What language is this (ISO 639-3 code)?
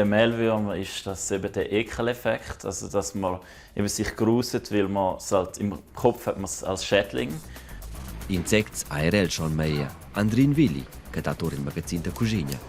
roh